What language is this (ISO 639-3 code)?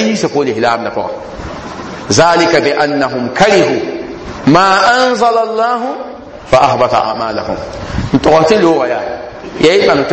mos